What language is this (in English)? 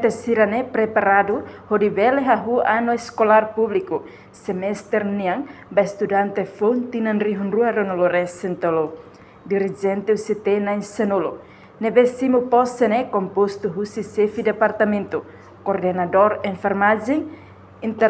Tetum